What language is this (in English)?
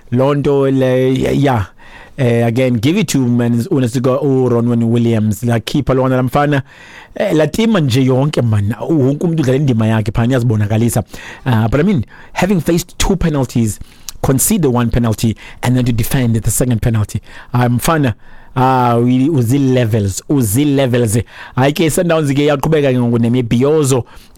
Xhosa